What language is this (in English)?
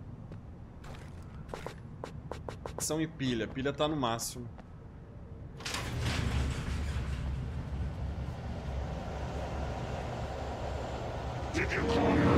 Portuguese